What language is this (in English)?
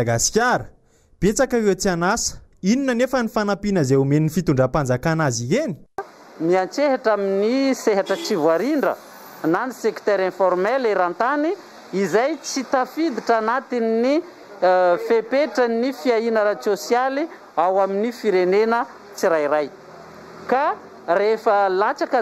Malagasy